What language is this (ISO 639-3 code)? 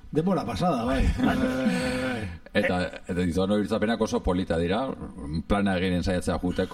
eus